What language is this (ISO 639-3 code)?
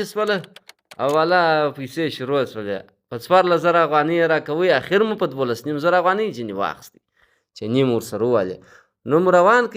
pus